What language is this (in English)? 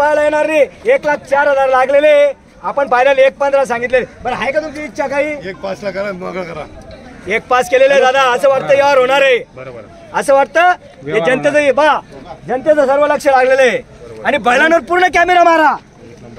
Marathi